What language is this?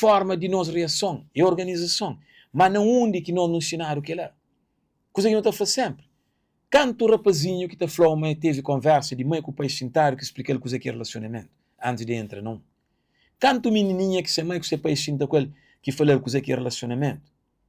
Kabuverdianu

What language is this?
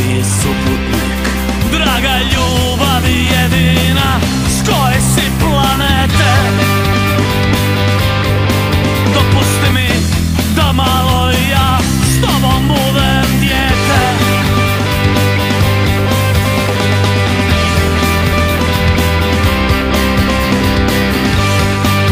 Croatian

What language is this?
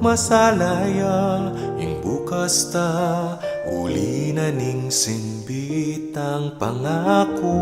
Pampanga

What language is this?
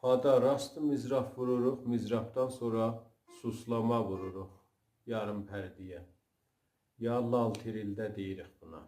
South Azerbaijani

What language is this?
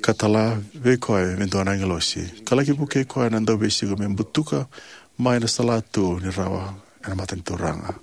Fijian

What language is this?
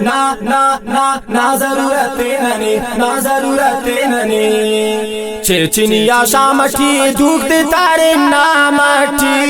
Brahui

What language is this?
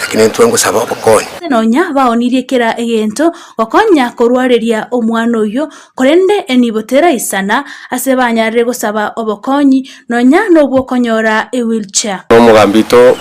Gusii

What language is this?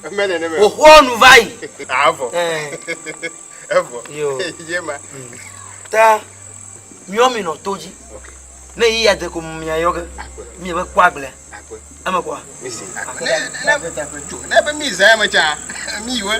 Ewe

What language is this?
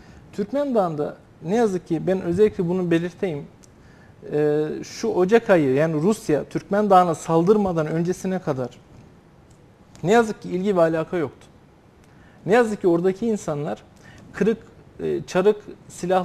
Turkish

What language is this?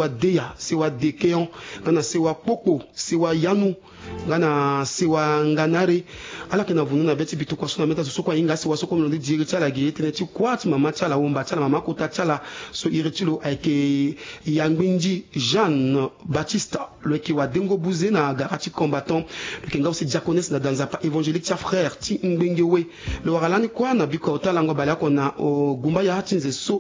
Sango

